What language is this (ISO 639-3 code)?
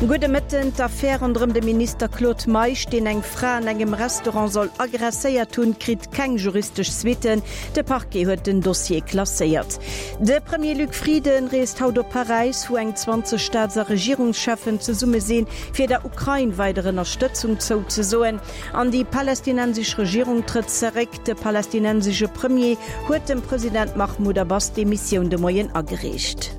ltz